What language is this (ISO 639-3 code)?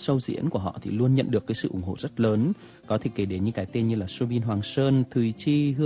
vie